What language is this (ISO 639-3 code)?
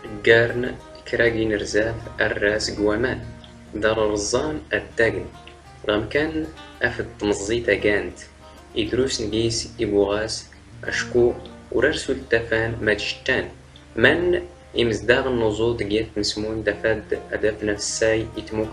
zgh